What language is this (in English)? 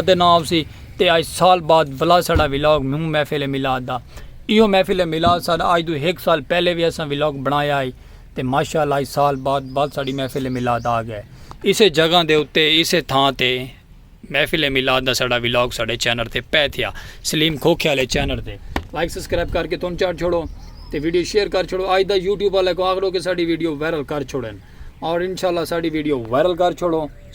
Saraiki